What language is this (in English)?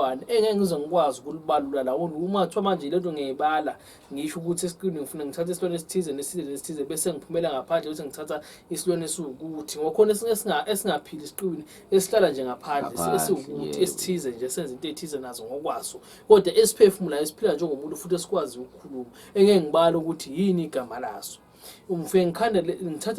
Zulu